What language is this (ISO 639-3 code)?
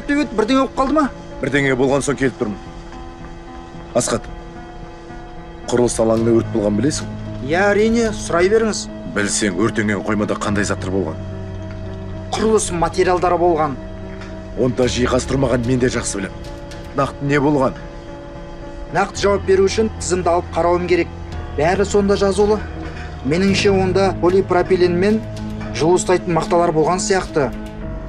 kaz